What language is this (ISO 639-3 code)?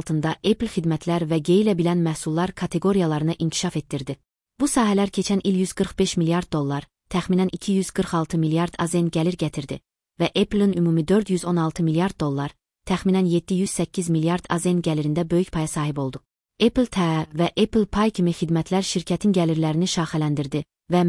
aze